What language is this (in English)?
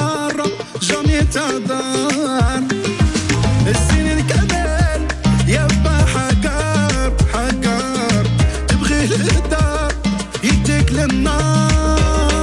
Moroccan Arabic